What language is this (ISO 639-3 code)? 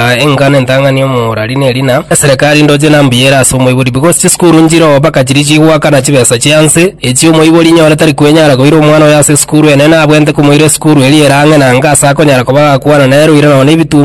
guz